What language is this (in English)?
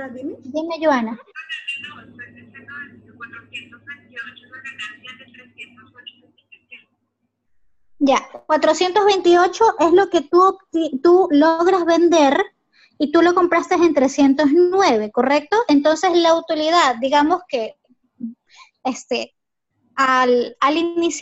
Spanish